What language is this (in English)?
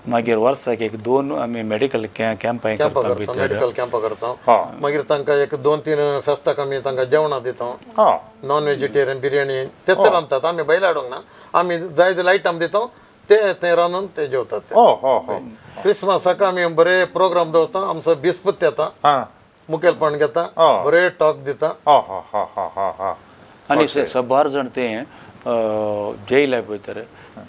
Konkani